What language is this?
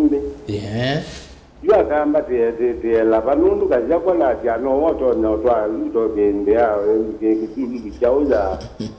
Kamba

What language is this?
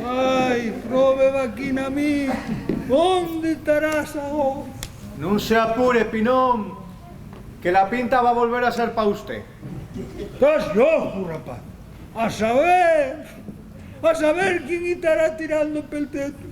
Asturian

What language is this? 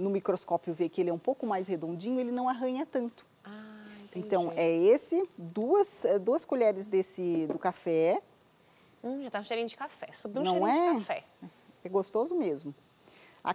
Portuguese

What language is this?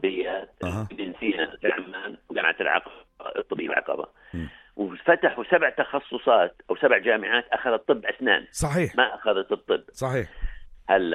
North Levantine Arabic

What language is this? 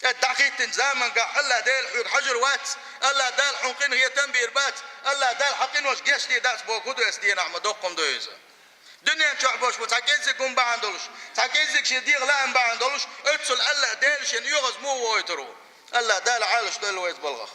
Chechen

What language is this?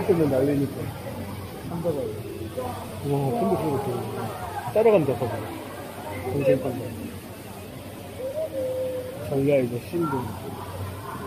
Korean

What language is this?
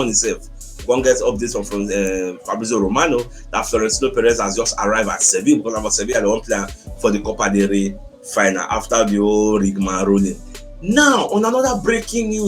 Nigerian Pidgin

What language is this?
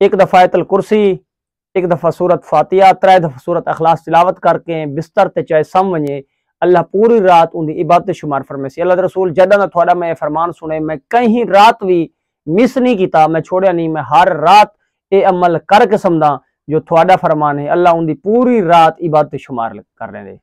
Saraiki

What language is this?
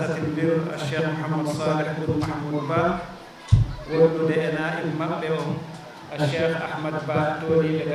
Fula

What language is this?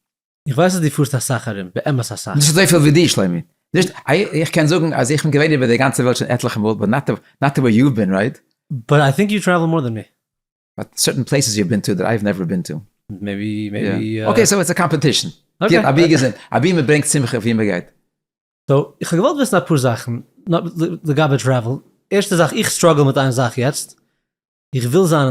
Yiddish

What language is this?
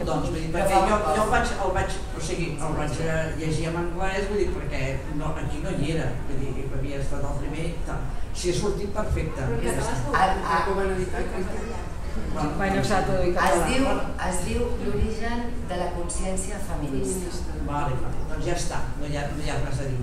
Catalan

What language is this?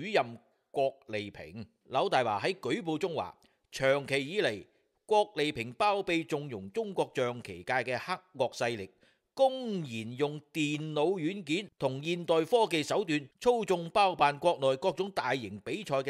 Cantonese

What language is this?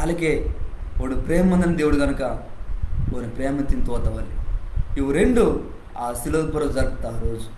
Koya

